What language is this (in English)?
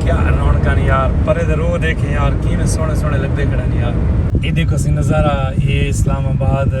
Saraiki